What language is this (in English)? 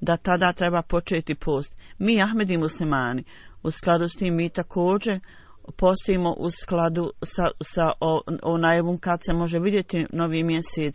Bosnian